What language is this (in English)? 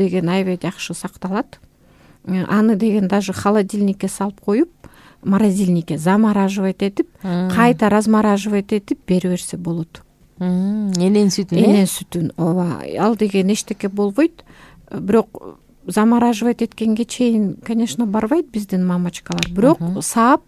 Kyrgyz